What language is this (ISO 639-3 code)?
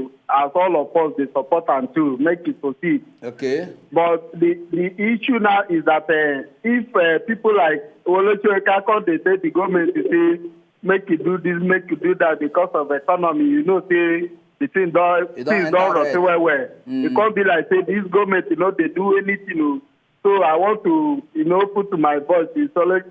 pcm